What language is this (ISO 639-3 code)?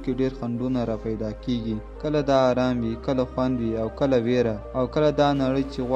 pus